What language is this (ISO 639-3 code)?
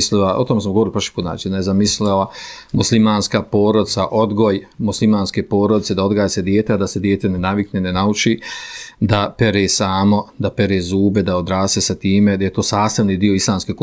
bos